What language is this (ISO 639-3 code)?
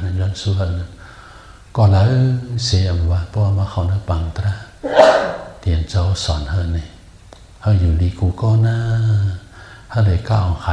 shn